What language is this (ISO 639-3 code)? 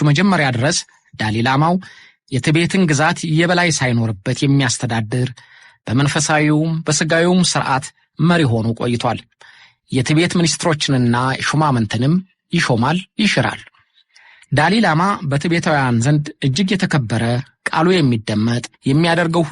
amh